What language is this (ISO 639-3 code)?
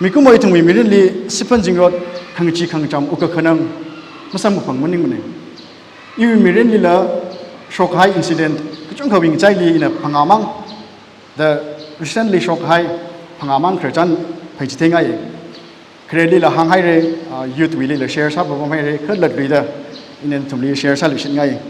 nmf